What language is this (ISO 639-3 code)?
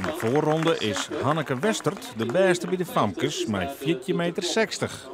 fry